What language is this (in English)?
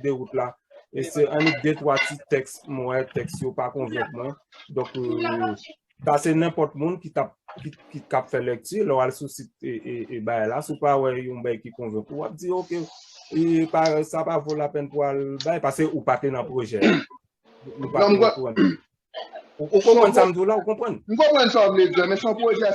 Haitian Creole